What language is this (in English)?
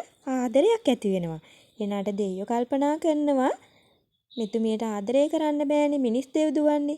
Sinhala